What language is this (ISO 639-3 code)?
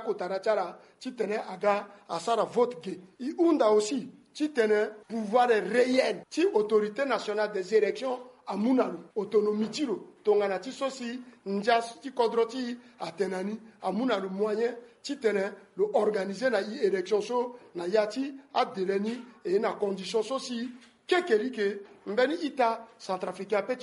sag